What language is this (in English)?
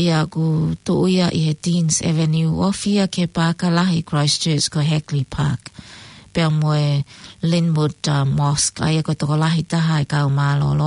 Tongan